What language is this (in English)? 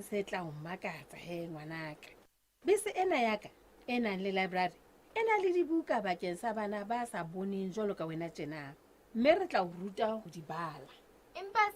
Southern Sotho